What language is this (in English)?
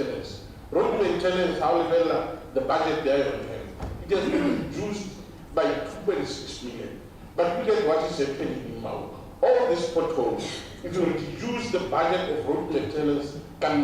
Tswana